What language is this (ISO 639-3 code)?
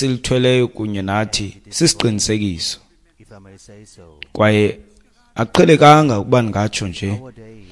xho